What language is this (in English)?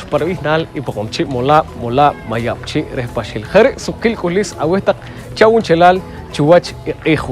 Poqomchi'